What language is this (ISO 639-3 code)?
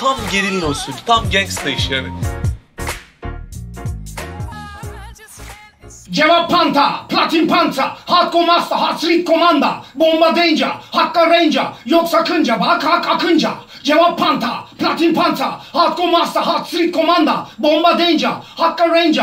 tur